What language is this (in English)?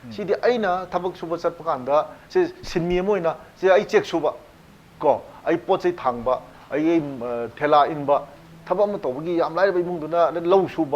Manipuri